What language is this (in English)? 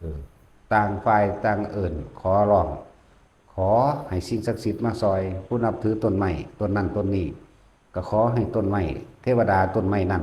Lao